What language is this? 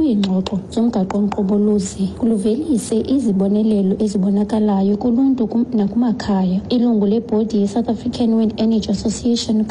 Xhosa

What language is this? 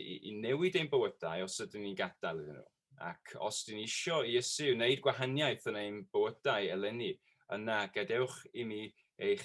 Welsh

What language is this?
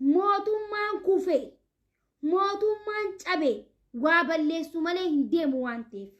Oromo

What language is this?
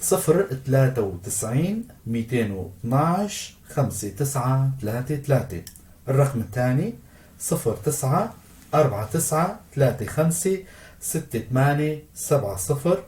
North Levantine Arabic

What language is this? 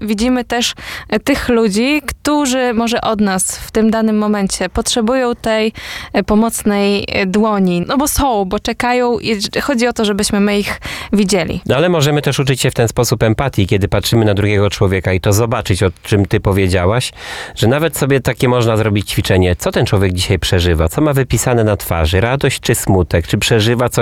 Polish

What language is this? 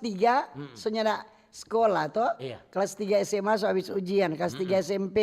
Manado Malay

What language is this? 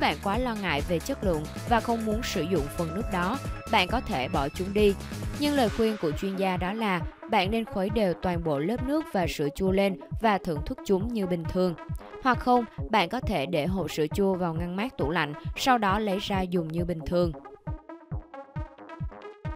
Vietnamese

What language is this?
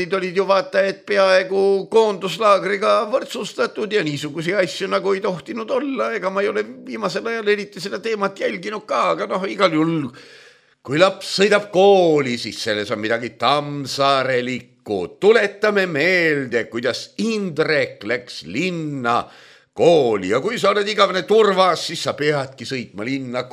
Estonian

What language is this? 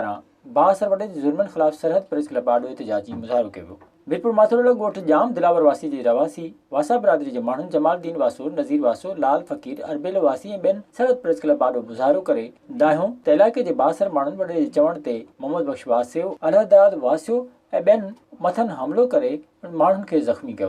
Sindhi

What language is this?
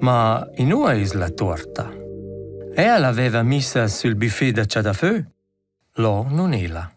Romansh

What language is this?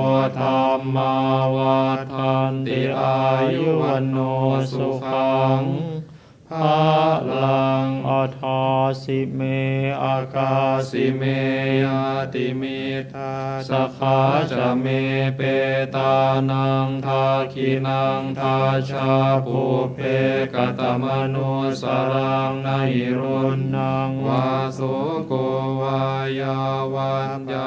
Pali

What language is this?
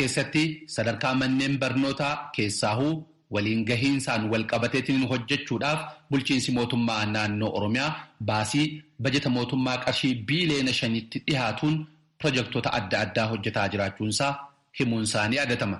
Oromo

